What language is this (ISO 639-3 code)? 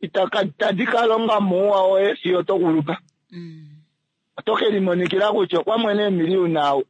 kua